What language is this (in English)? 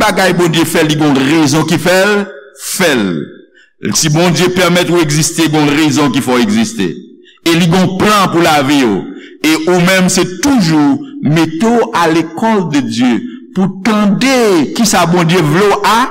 Haitian Creole